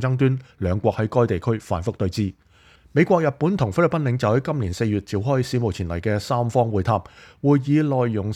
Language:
Cantonese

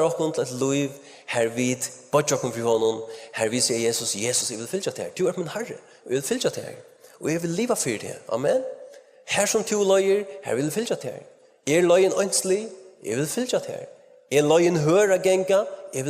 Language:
Faroese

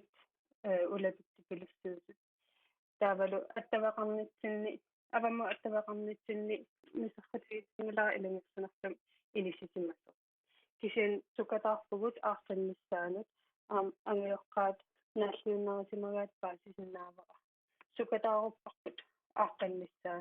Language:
Kalaallisut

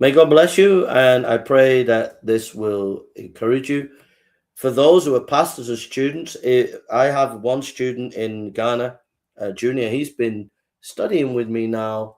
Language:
English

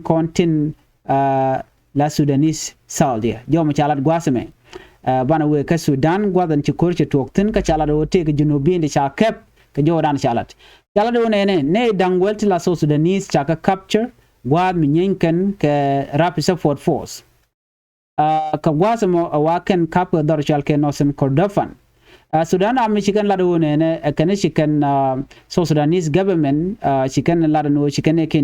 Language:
Nuer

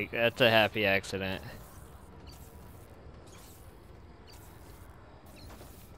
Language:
English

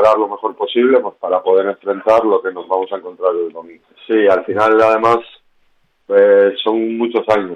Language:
Spanish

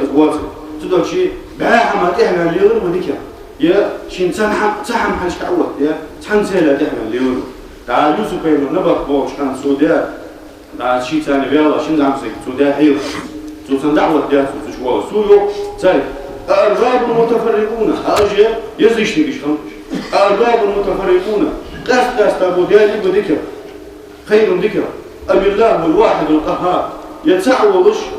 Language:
Ingush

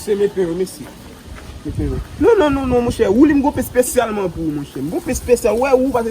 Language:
Haitian Creole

